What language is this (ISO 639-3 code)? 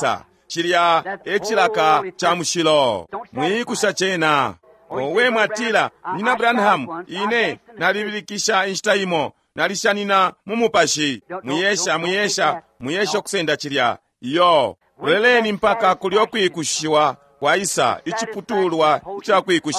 bem